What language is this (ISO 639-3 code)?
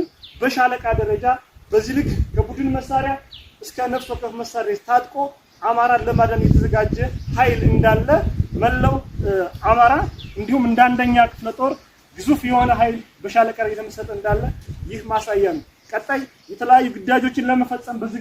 amh